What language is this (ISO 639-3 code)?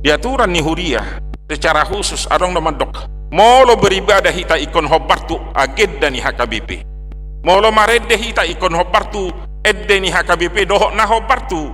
bbc